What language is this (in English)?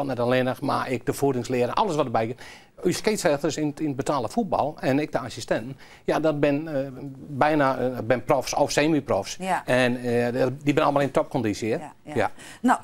Western Frisian